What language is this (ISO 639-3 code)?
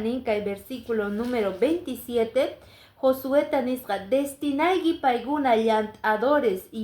que